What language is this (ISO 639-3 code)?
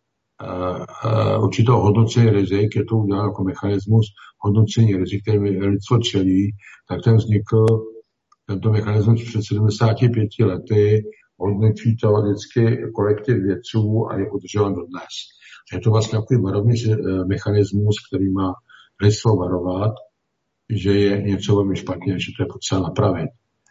ces